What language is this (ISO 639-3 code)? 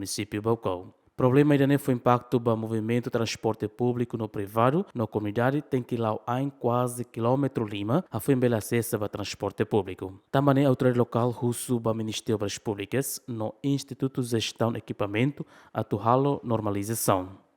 tet